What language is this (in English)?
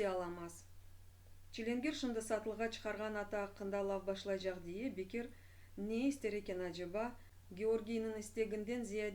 Crimean Tatar